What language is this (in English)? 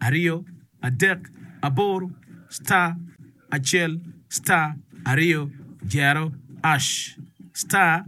Acoli